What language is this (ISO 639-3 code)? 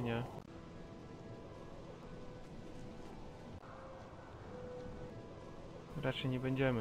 pol